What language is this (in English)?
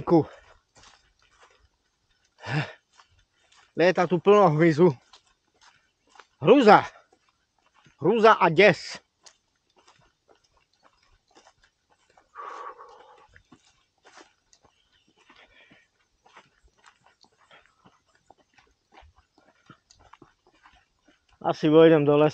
Slovak